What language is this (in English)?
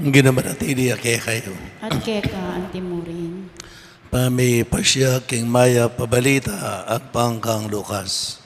Pampanga